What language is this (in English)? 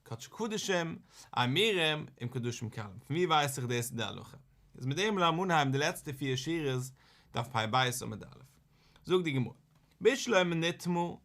Yiddish